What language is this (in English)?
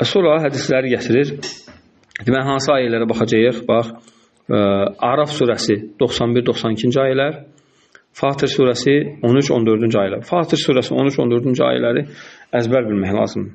Azerbaijani